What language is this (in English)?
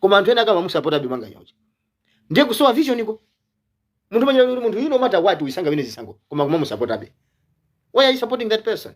Nyanja